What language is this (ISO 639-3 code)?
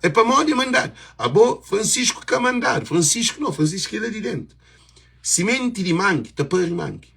kea